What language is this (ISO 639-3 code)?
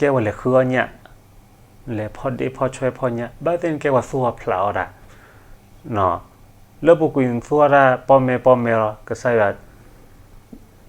ksw